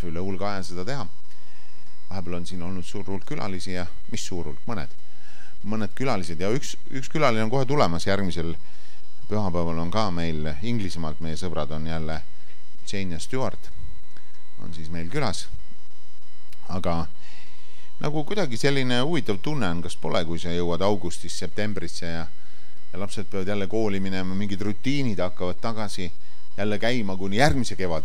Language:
Estonian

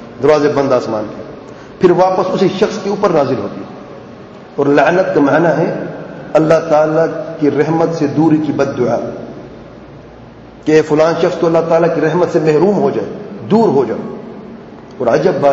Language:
Urdu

